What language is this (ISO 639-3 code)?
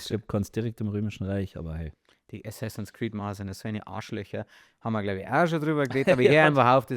bar